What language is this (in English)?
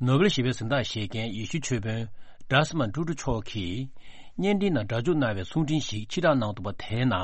Tibetan